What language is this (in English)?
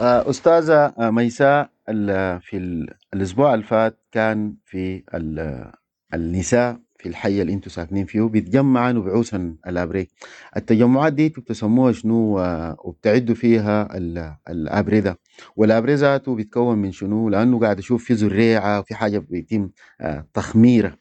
Sudanese Arabic